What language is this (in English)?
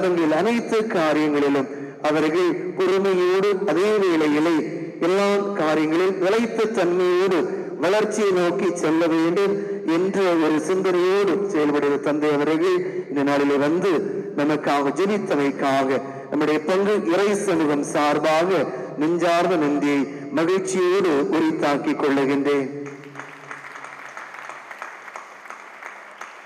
Tamil